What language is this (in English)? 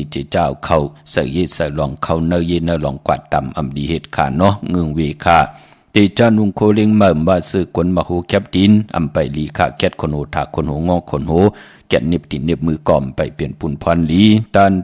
Shan